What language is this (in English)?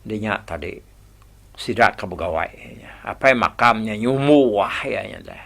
Iban